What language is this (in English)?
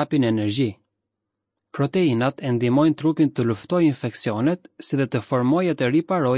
Albanian